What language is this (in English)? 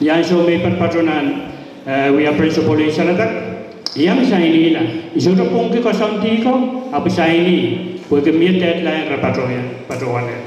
Pohnpeian